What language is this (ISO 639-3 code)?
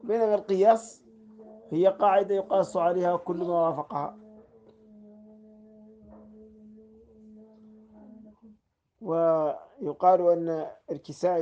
ara